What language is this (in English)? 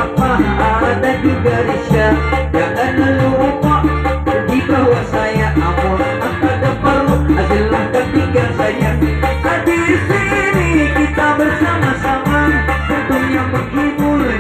Banjar